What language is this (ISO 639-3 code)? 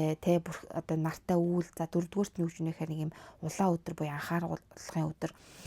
mon